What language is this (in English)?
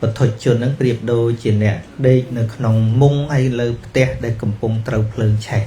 Khmer